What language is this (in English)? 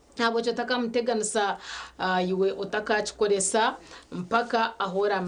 Nyankole